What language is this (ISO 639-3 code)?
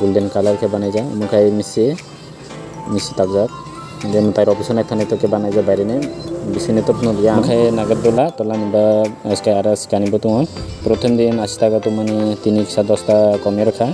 trp